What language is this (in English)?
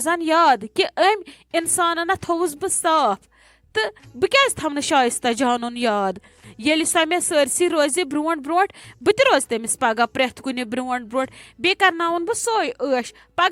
Kashmiri